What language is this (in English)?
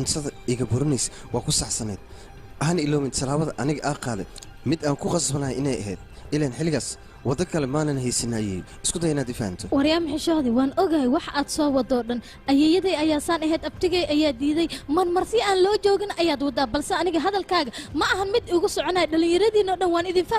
Somali